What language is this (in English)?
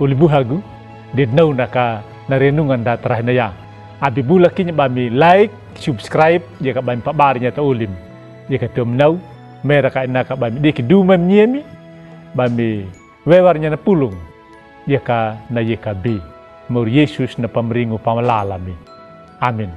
Anakalangu